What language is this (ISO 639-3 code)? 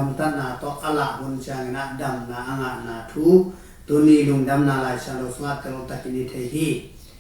ctd